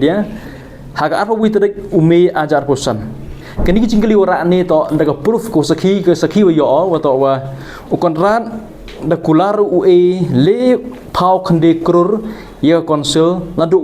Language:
Pnar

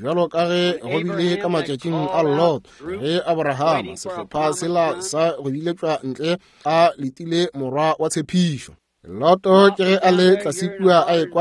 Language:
Northern Sotho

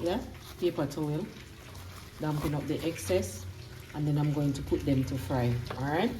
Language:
Jamaican Creole English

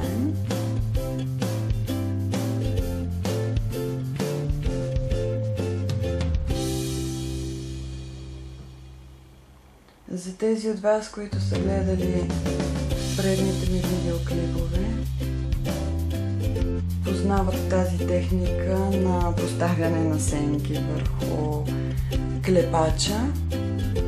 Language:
Bulgarian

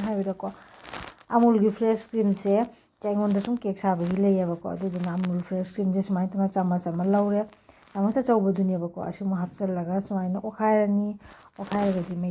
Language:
Manipuri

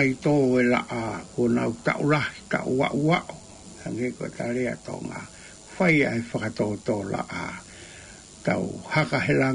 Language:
Tongan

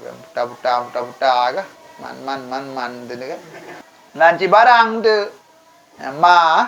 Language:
Achinese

